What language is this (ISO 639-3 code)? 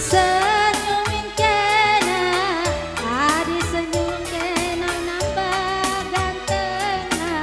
btx